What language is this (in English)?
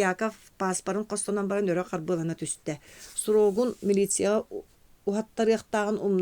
Yakut